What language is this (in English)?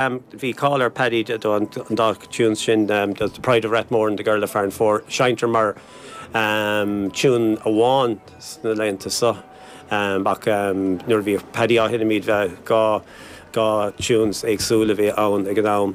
Irish